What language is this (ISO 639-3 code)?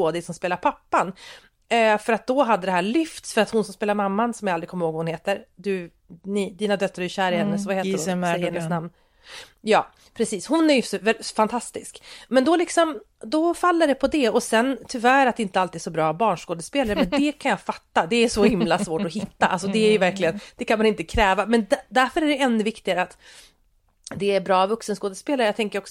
swe